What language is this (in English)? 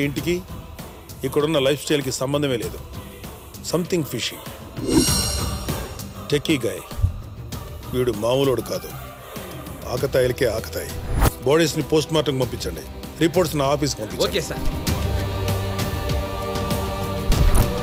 Telugu